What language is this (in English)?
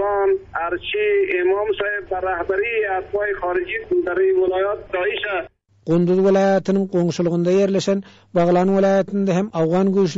Turkmen